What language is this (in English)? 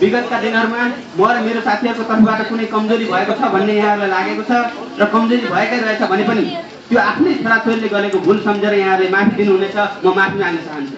Nepali